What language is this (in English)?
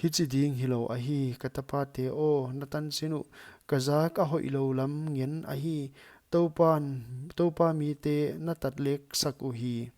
Paite Chin